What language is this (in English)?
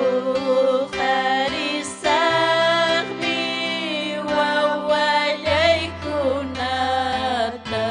Ayacucho Quechua